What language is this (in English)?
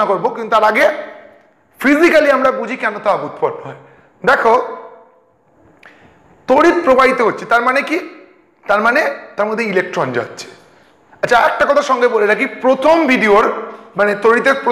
Bangla